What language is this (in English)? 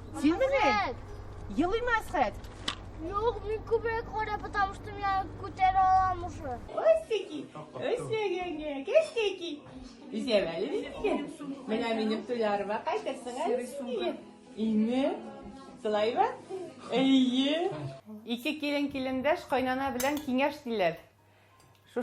Tatar